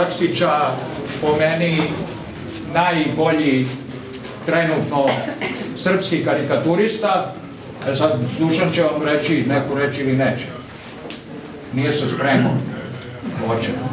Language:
Serbian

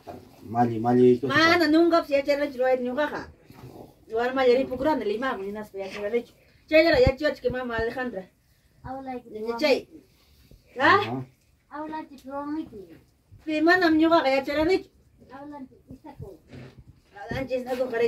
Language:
Ayacucho Quechua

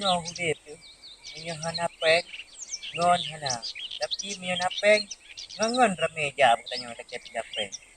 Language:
Achinese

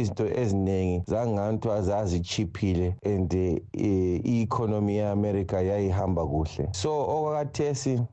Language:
North Ndebele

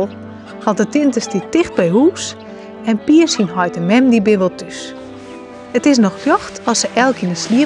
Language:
Western Frisian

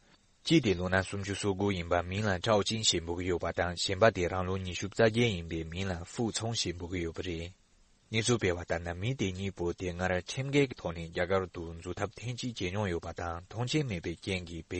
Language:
Tibetan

